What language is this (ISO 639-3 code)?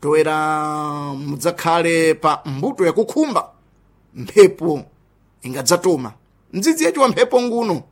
seh